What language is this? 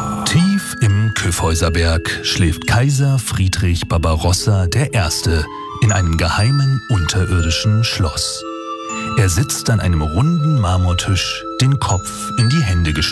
German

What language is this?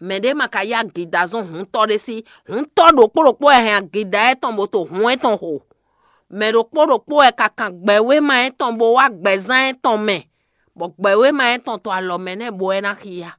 Fon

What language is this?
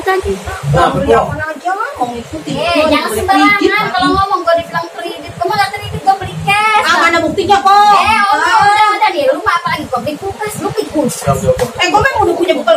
Betawi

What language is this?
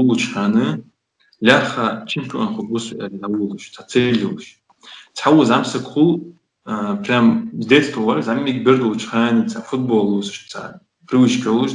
Ingush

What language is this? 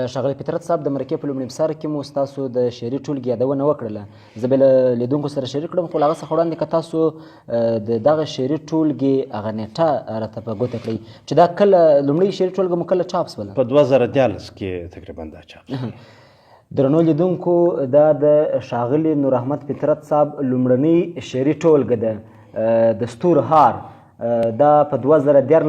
Pashto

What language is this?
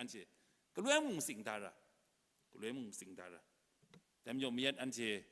Kachin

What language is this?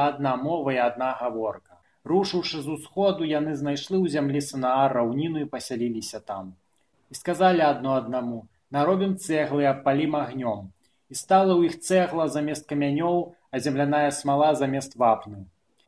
Belarusian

